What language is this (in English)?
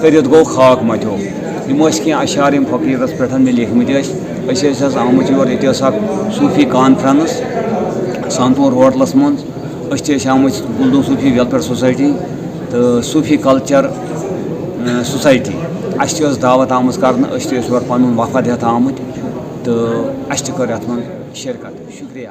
Kashmiri